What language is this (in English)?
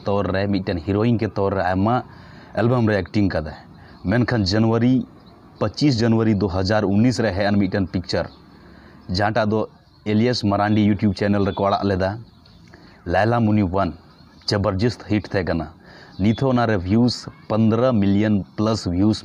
Santali